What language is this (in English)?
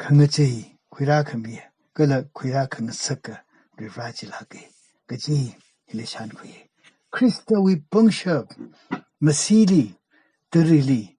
Tangkhul Naga (India)